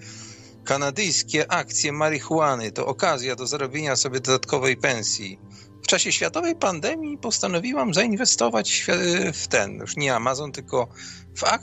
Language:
Polish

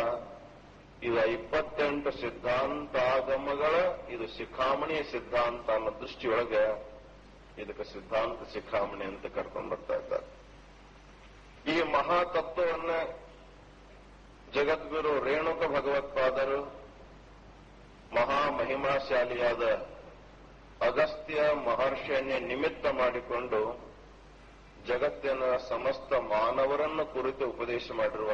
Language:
Kannada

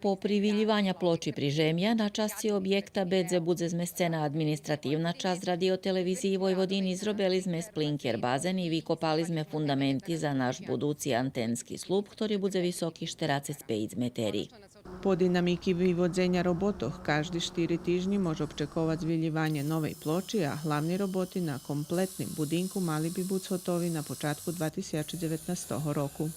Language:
Rusyn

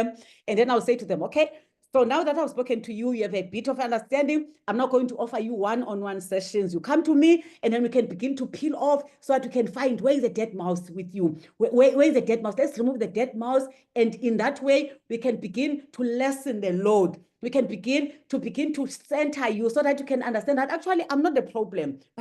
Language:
English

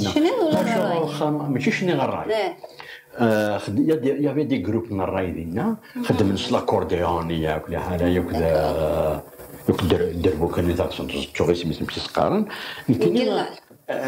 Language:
Kabyle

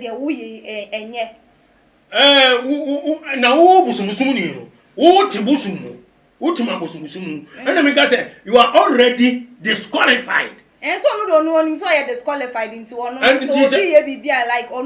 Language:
Akan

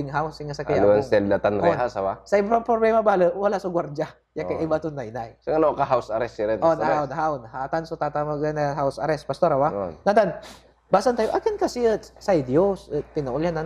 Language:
Pangasinan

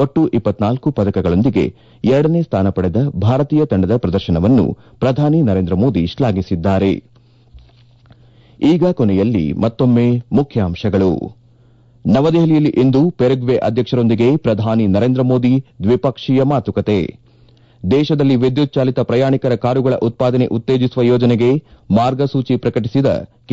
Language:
Kannada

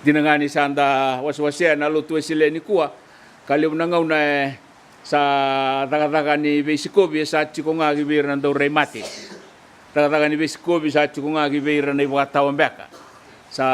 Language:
Fijian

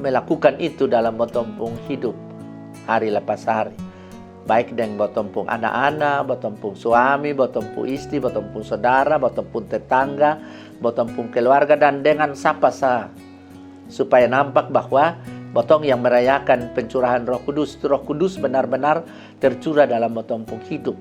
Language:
Kupang Malay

